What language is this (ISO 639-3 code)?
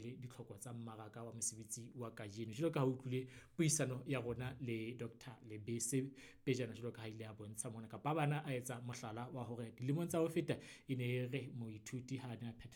sot